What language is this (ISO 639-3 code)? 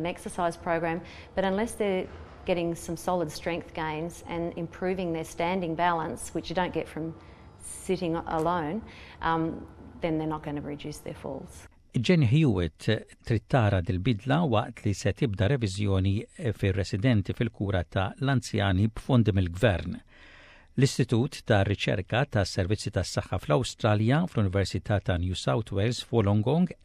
mlt